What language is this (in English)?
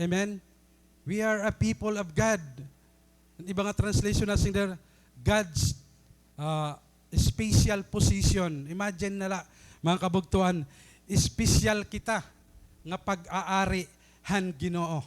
Waray